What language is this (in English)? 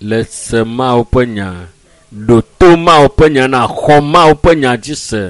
Ewe